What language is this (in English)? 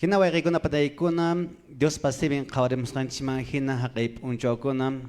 Quechua